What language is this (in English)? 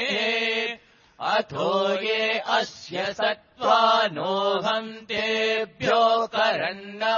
Sanskrit